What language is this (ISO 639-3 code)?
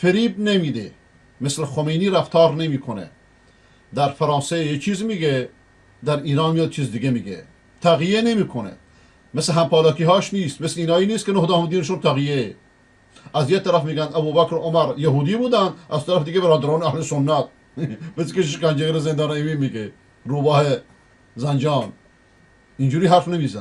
fas